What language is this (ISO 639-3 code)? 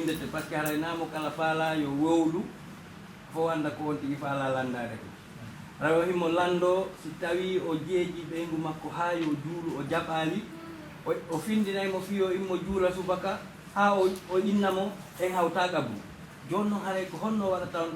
ful